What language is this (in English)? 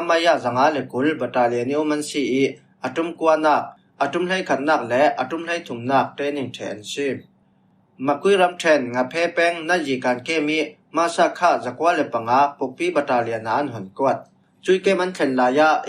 Falam Chin